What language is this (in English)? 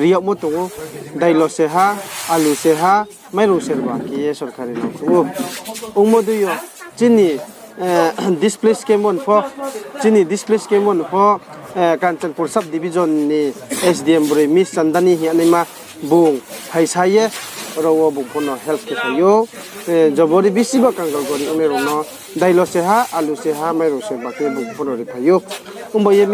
Riang (India)